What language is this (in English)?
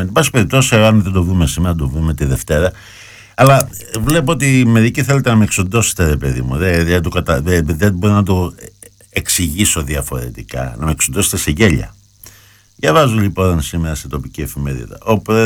Greek